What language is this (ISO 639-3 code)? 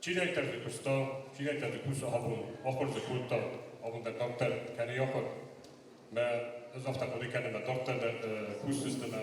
oss